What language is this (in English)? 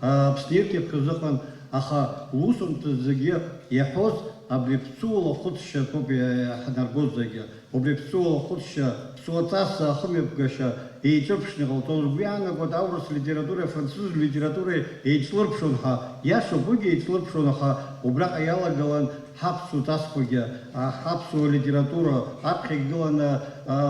Abkhazian